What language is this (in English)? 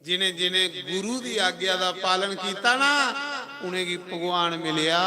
Dogri